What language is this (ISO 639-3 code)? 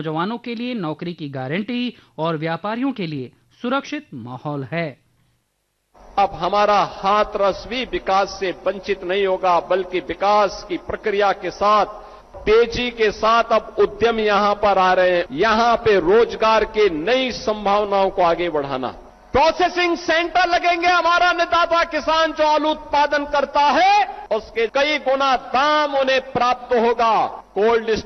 hin